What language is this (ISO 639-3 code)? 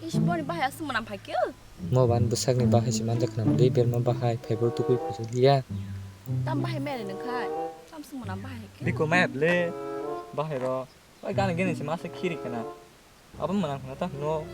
trp